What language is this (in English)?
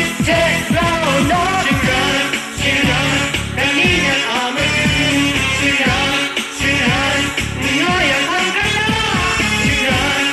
Kachin